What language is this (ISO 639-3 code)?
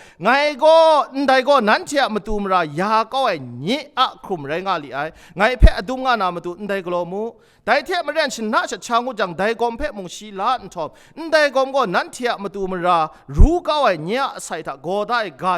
kac